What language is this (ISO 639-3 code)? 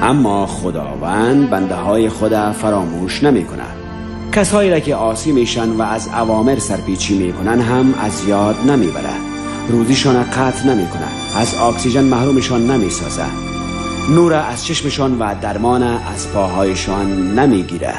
tgk